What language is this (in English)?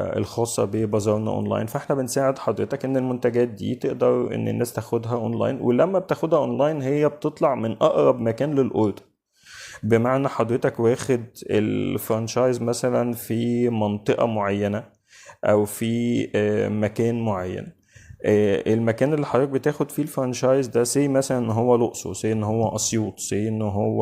Egyptian Arabic